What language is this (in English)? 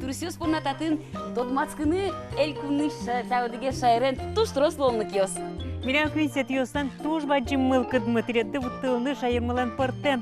Udmurt